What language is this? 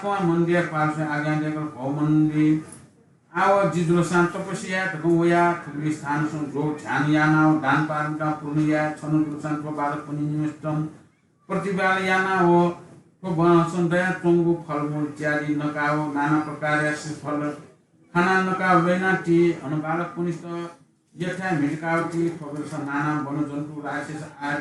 Newari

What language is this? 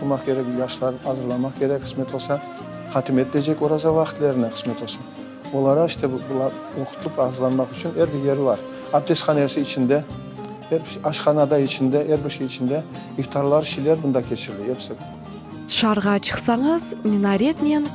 Crimean Tatar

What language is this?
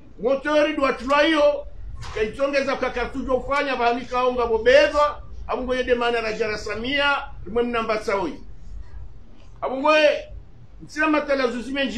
Swahili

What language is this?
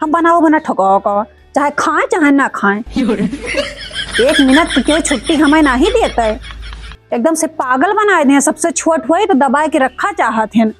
Awadhi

